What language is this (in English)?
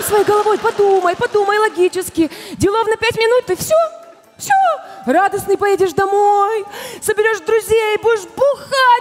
Russian